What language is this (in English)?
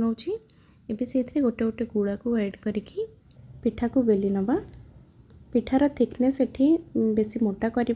Odia